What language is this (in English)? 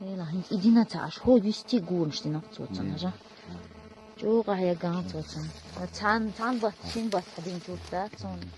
Chechen